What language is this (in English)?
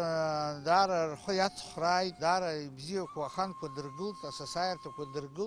Abkhazian